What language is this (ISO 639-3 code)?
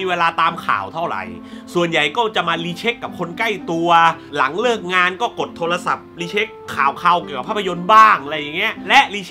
tha